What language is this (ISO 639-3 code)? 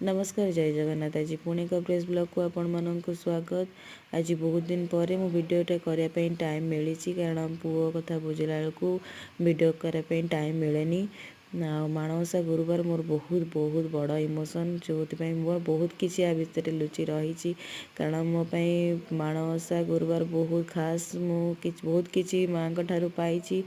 ori